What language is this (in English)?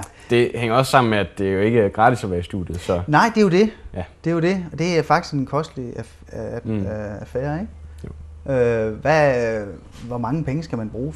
Danish